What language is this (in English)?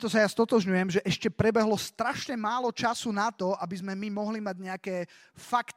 Slovak